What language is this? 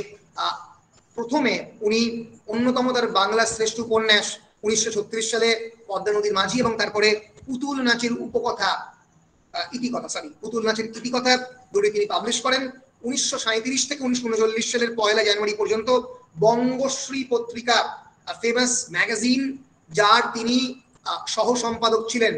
Bangla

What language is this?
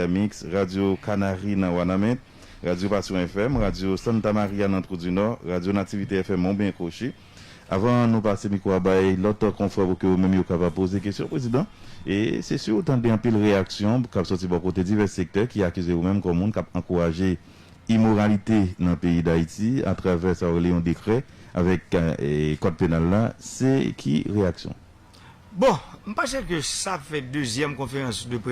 Haitian Creole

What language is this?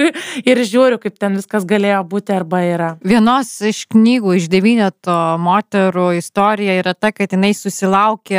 Lithuanian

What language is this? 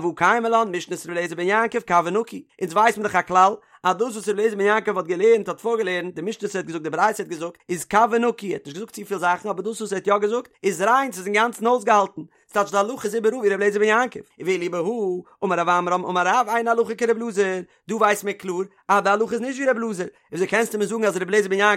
Yiddish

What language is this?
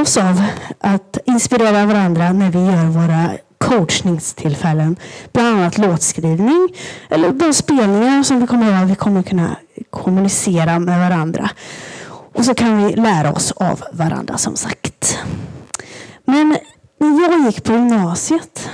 Swedish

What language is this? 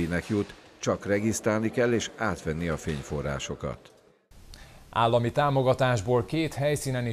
Hungarian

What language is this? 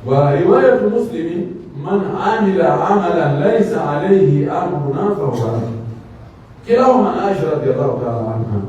Pular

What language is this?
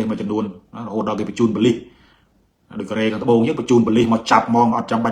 Khmer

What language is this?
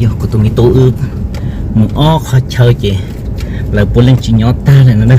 Hmong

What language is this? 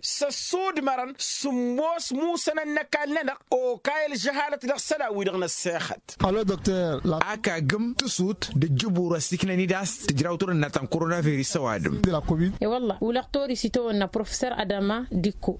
Tamasheq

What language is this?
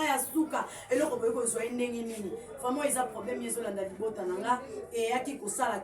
Lingala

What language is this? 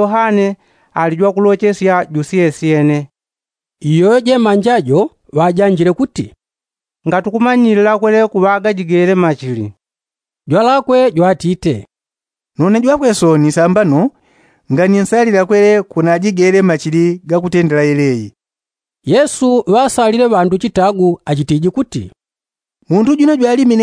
Yao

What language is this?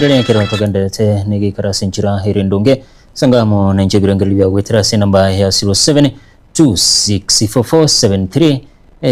Gusii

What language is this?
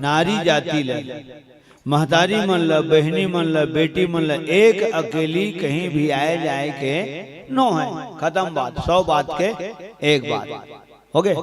Chhattisgarhi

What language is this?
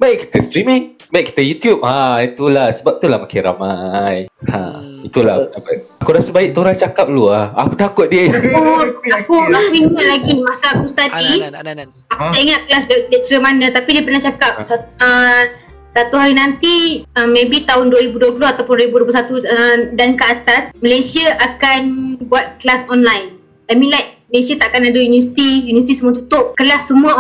Malay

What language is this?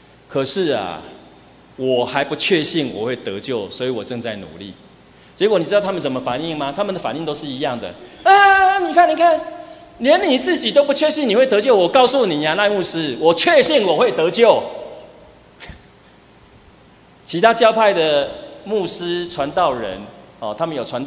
Chinese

